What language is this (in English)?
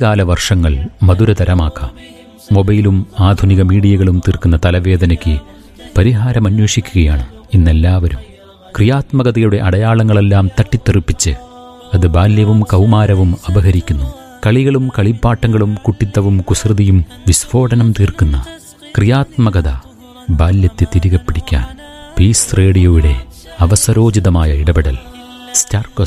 Malayalam